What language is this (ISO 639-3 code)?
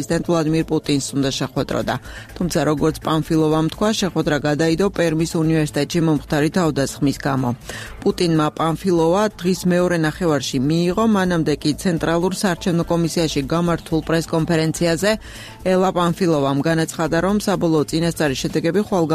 kat